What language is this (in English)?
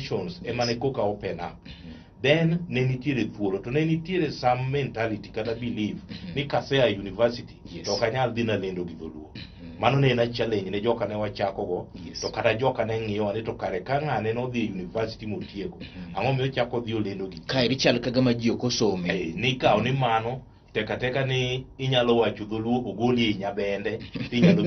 Luo (Kenya and Tanzania)